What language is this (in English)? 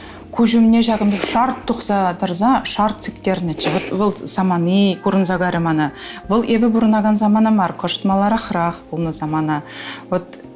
Chuvash